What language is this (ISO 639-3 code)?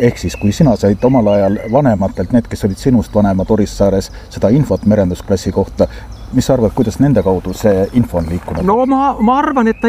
est